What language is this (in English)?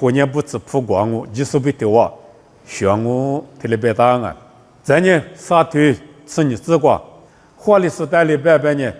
Lisu